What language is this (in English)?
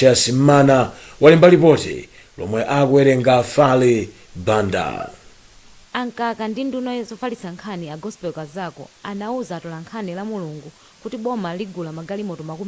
Nyanja